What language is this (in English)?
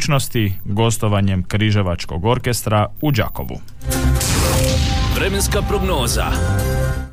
Croatian